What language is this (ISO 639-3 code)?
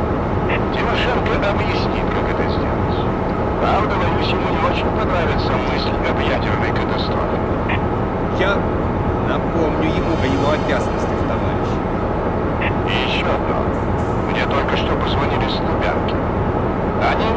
rus